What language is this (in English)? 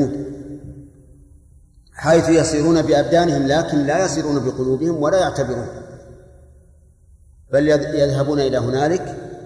Arabic